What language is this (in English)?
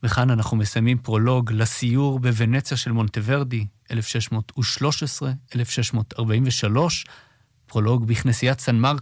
Hebrew